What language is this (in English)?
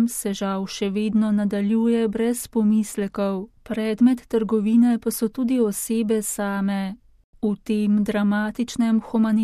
Slovenian